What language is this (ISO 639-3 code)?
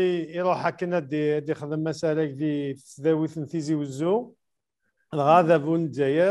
kab